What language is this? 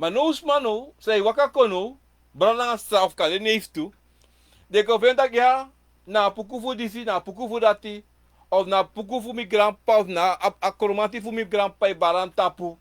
Sranan Tongo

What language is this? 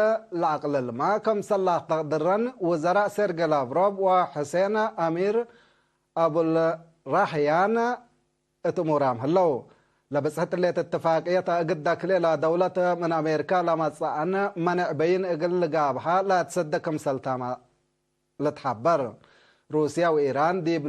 Tigre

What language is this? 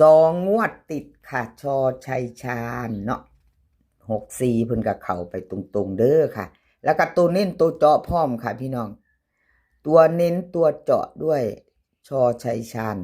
Northeastern Thai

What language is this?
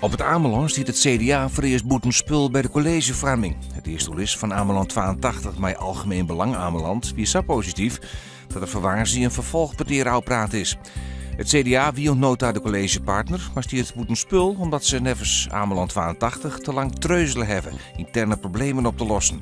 Western Frisian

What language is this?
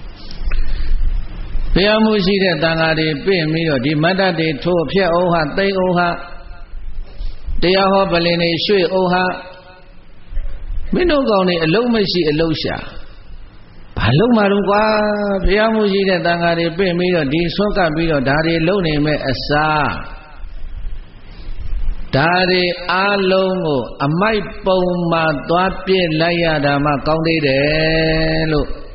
Burmese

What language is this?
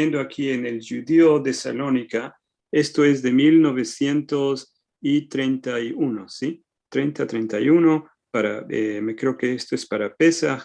Ladino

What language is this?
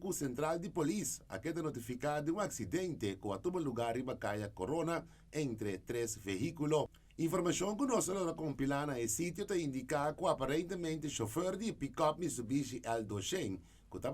Papiamento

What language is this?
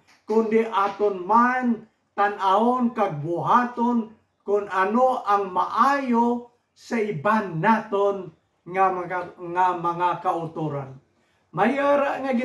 Hiligaynon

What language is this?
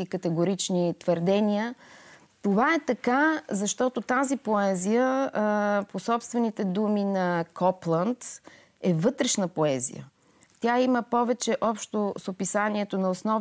Bulgarian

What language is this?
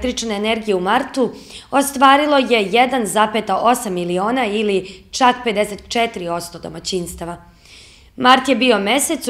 Serbian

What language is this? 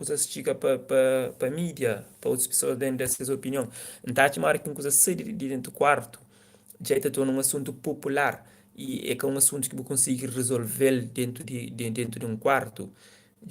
Kabuverdianu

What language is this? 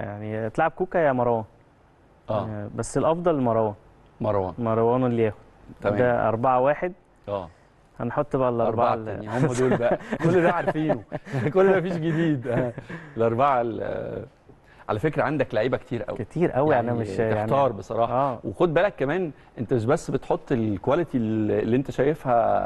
Egyptian Arabic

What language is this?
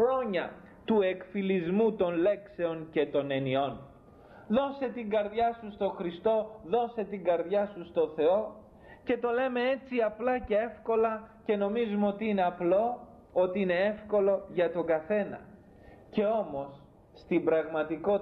Greek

